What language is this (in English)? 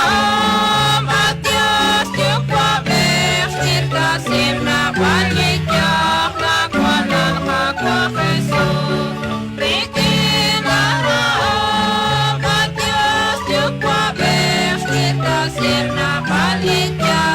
Kekchí